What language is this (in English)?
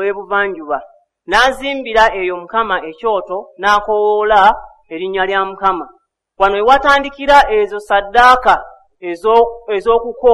Ganda